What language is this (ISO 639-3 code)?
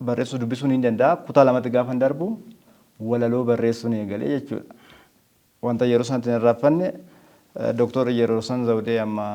orm